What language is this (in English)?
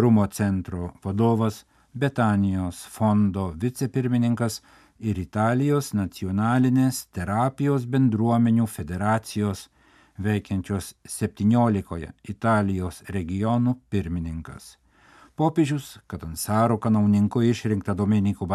Lithuanian